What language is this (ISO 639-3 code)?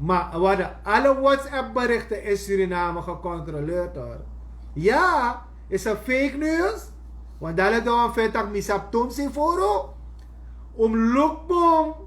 srn